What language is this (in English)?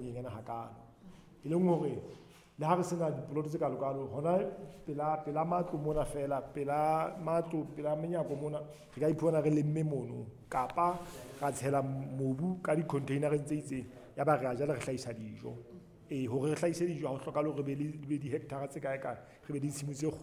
Southern Sotho